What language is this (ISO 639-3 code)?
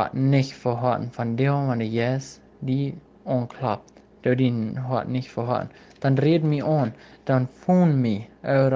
pdt